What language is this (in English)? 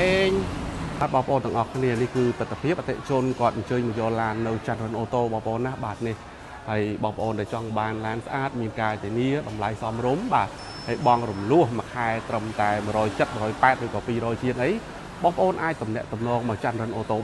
Khmer